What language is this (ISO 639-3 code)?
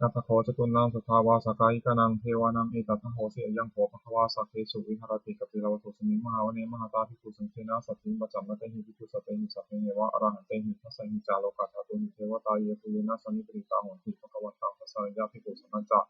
pli